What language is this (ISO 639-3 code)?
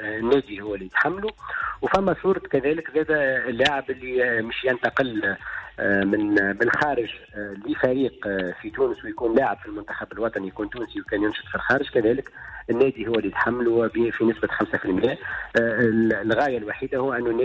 aeb